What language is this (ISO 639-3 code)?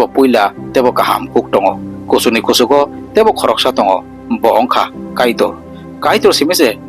trp